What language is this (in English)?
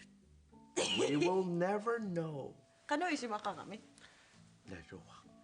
Kalaallisut